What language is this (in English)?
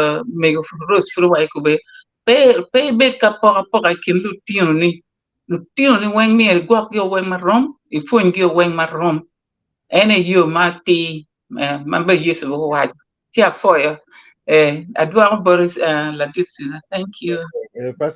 Acoli